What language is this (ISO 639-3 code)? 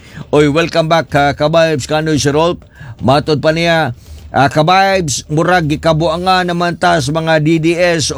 ceb